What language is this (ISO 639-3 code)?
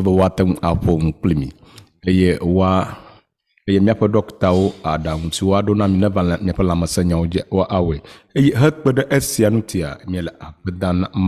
ewe